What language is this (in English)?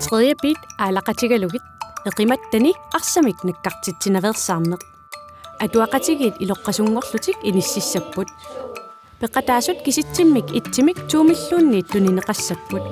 Kalaallisut